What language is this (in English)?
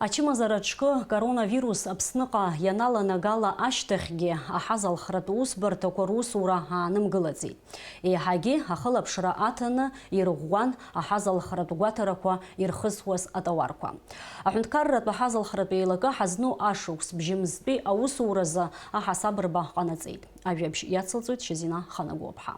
Abkhazian